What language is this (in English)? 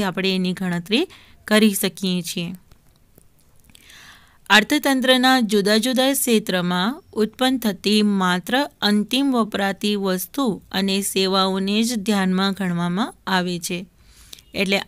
Gujarati